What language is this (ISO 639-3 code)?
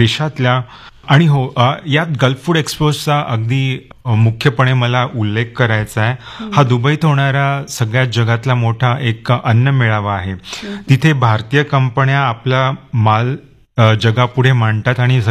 mar